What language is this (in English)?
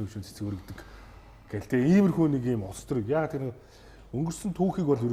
Mongolian